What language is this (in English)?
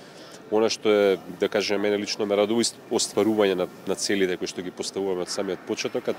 Macedonian